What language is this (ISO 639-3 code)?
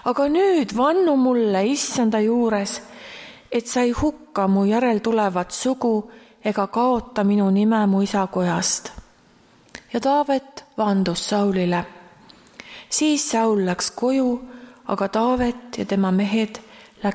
est